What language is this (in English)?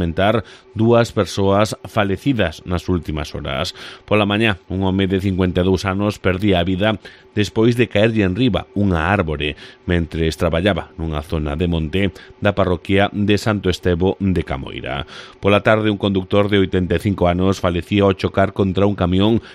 Galician